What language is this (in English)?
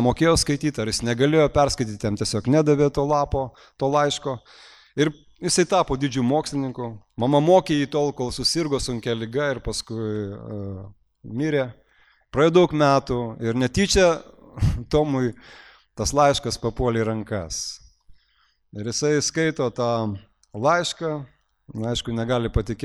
Lithuanian